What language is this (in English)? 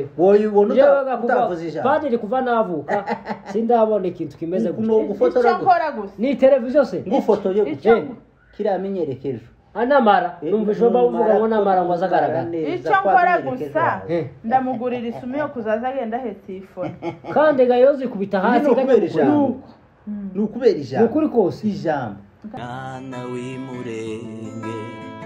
Kinyarwanda